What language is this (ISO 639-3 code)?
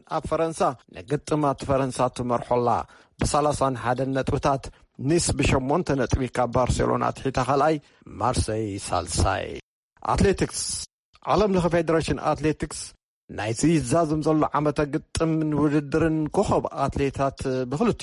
tir